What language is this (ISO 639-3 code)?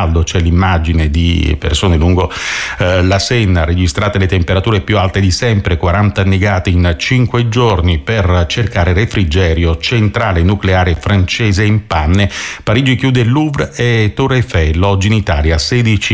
ita